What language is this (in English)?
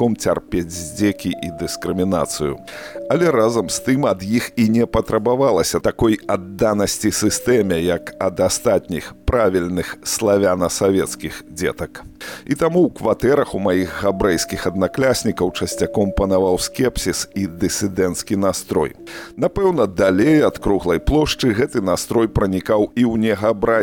Belarusian